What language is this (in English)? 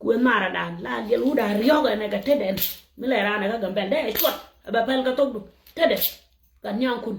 Nuer